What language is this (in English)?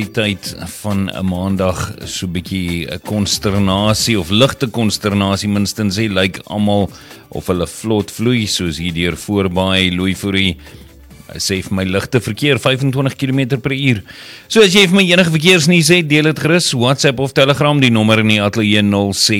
Afrikaans